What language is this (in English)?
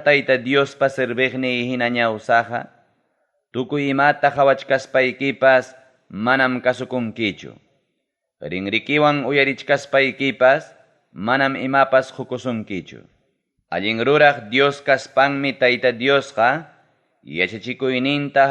Ayacucho Quechua